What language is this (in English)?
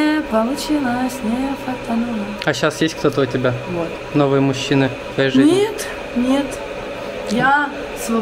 Russian